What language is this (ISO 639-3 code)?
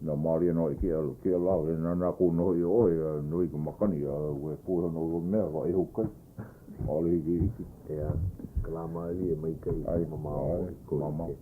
haw